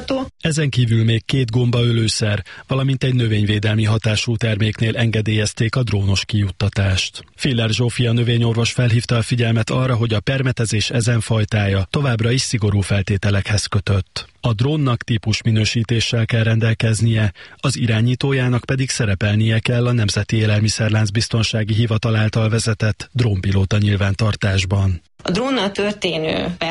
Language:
Hungarian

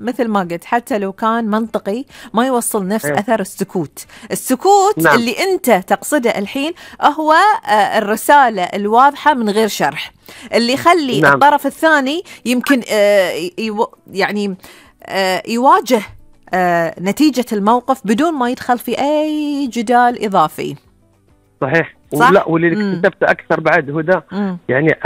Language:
Gulf Arabic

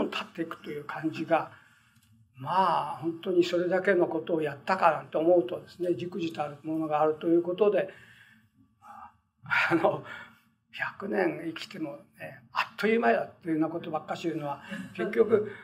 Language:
Japanese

